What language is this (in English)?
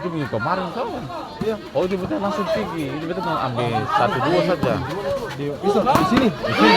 Ambonese Malay